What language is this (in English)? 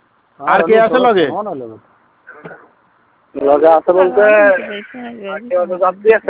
Bangla